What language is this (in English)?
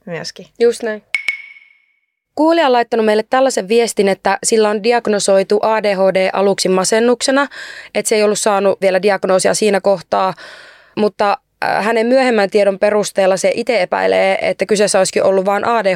Finnish